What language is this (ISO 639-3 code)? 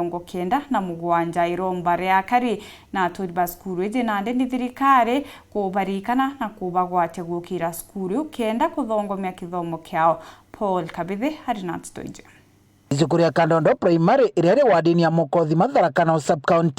mer